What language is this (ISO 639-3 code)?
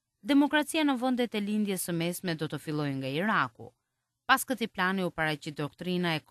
sqi